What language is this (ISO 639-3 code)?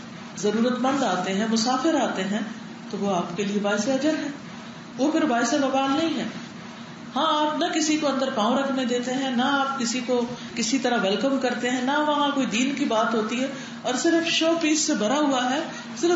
urd